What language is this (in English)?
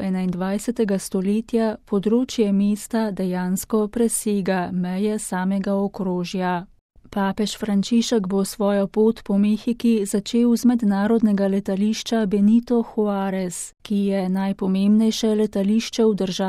Slovenian